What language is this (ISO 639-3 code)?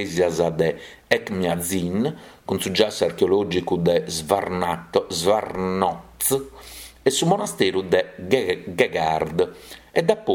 srd